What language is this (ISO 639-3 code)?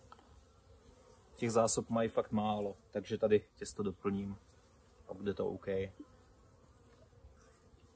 ces